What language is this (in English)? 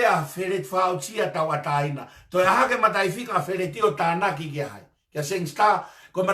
Tongan